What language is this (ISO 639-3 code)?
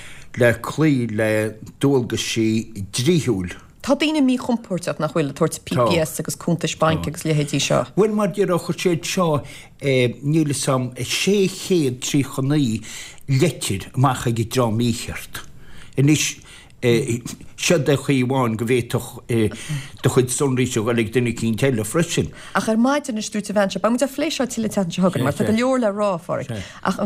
gle